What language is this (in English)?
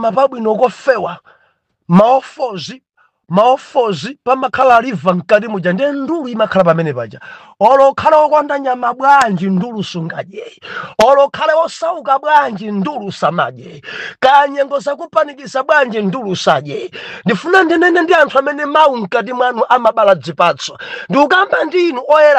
Nyanja